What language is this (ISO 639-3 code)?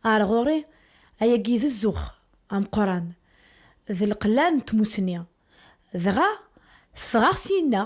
kab